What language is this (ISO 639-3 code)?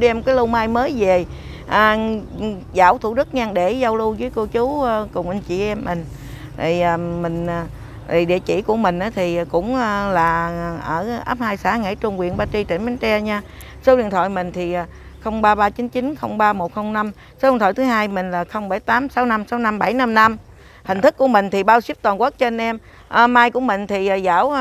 vie